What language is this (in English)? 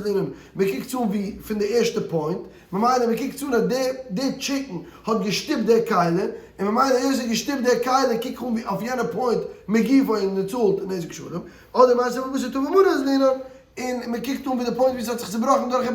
Yiddish